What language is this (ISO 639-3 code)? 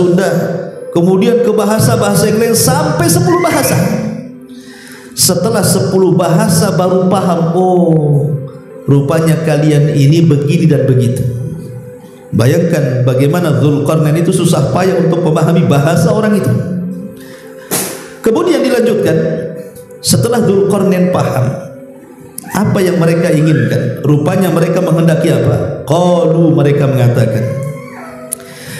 ind